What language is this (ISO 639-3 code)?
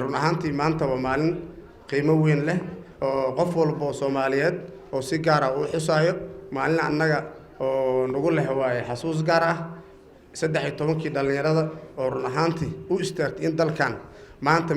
som